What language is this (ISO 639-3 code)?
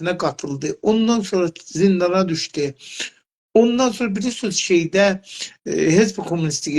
azb